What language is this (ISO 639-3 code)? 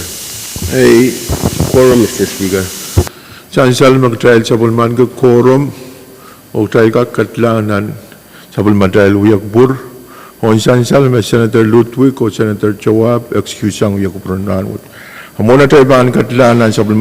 pon